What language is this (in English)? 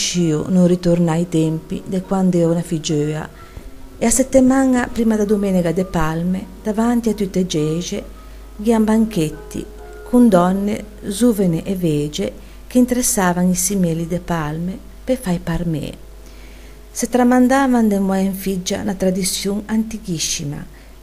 Ligurian